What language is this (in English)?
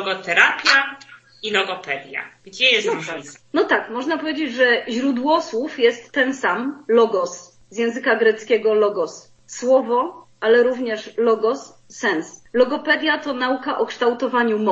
Polish